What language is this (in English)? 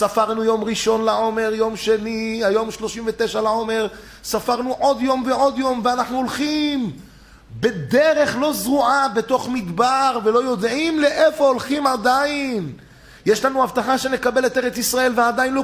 Hebrew